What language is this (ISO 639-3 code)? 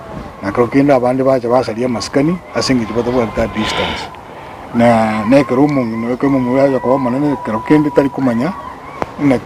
guz